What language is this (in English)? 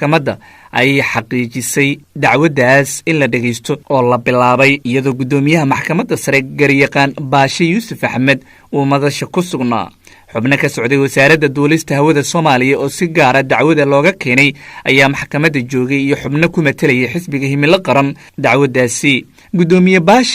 Somali